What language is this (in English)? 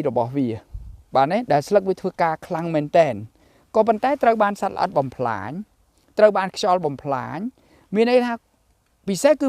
Khmer